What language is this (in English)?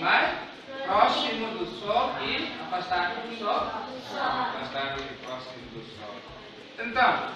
Tetum